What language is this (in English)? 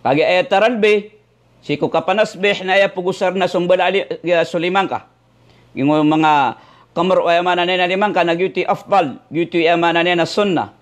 Maranao